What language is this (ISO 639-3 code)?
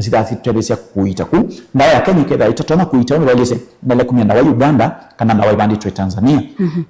kam